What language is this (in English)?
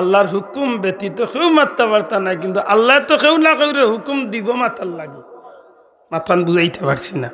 Sylheti